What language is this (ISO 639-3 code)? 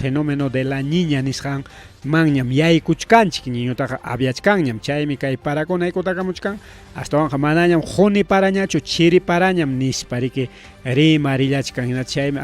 quy